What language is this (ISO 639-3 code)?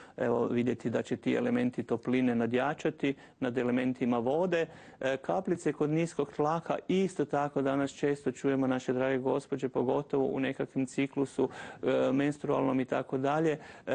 hrv